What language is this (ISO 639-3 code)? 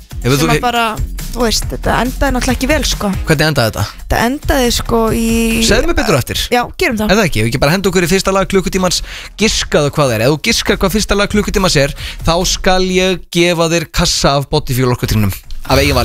isl